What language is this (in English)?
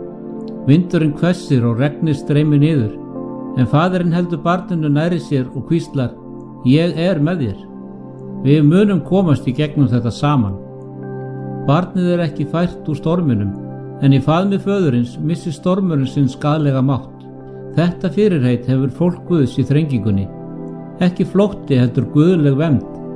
Icelandic